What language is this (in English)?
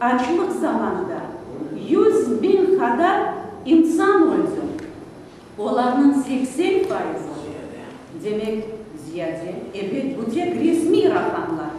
Crimean Tatar